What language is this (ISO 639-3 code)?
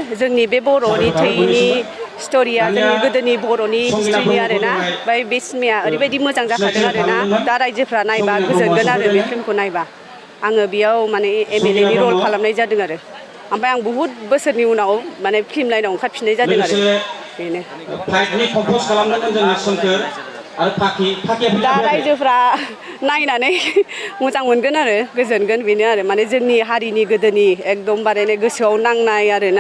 brx